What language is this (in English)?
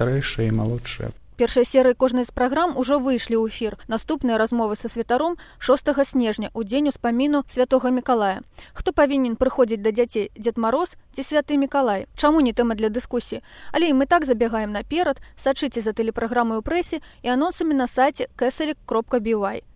Belarusian